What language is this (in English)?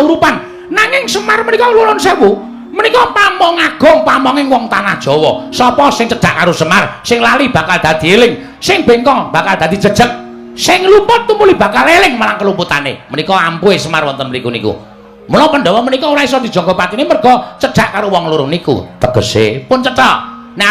Javanese